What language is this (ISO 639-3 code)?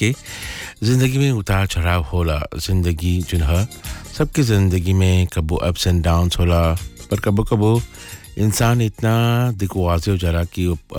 bho